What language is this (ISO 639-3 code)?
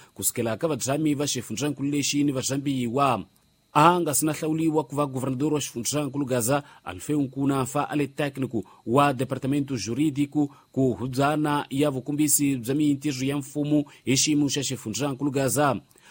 tso